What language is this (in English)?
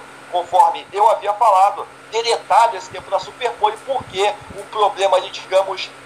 Portuguese